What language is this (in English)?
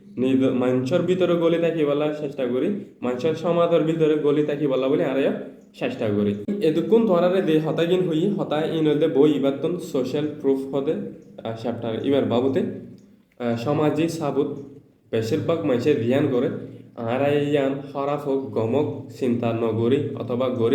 Rohingya